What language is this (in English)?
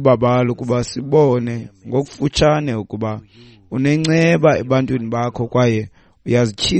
Xhosa